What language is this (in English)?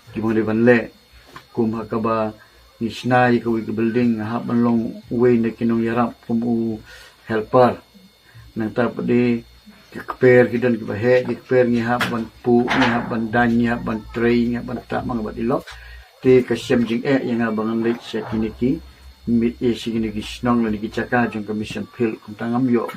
Khasi